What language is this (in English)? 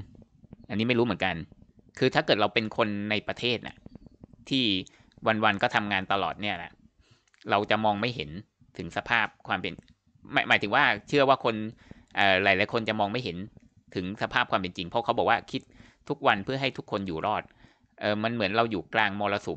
Thai